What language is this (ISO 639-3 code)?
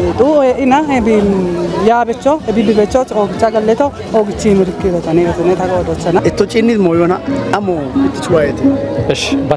kbr